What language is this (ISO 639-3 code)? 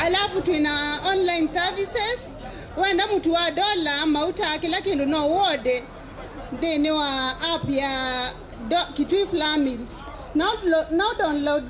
kam